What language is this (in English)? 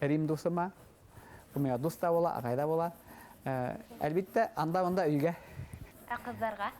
Bashkir